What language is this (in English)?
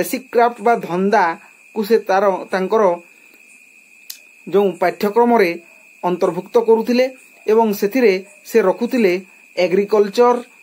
Odia